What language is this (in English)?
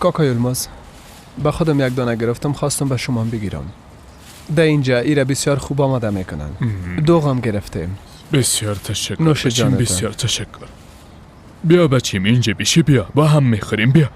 Persian